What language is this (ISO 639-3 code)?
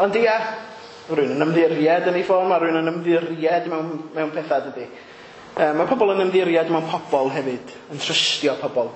cym